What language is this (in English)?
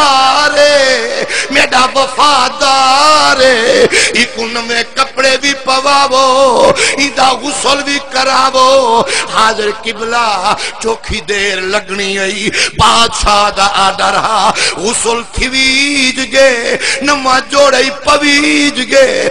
Saraiki